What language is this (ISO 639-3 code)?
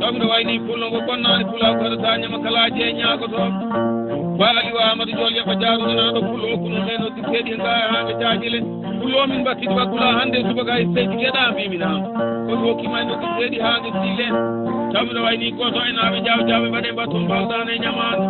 ful